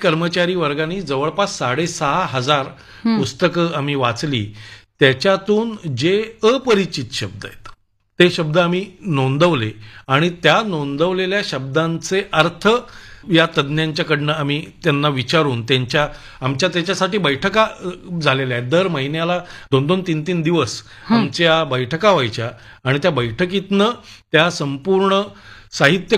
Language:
Marathi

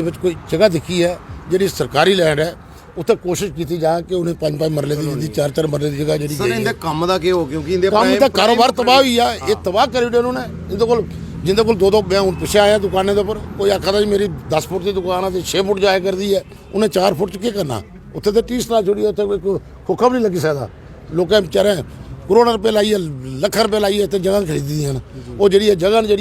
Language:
Dogri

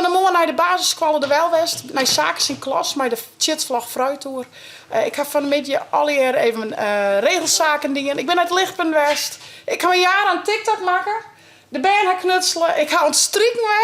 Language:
Western Frisian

